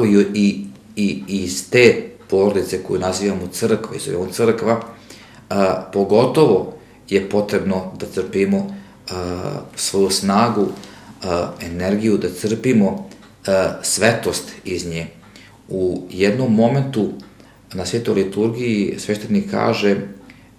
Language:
Serbian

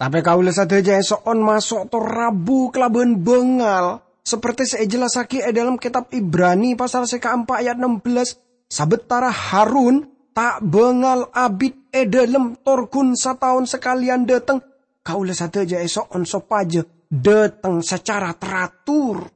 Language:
Madurese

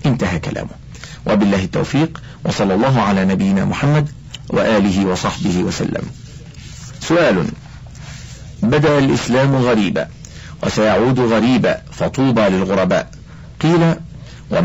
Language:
Arabic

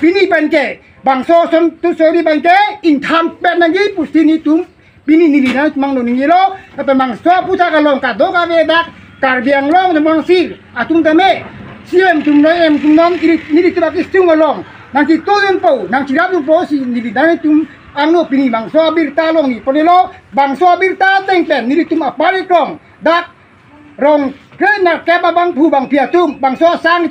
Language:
Karbi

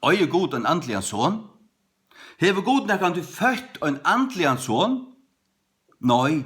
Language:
Faroese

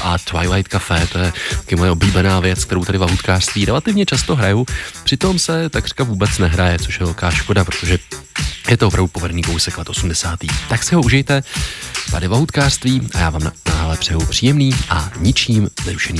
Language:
Czech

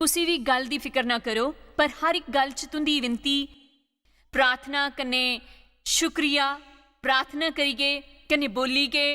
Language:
Dogri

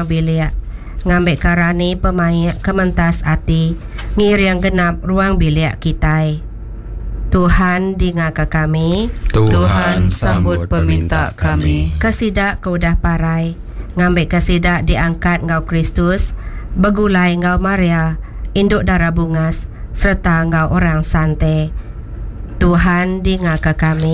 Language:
Iban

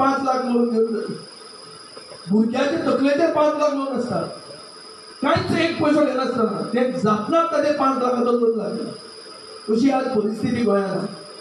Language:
Konkani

